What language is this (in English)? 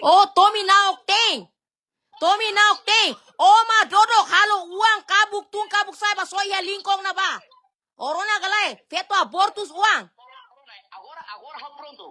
Tetum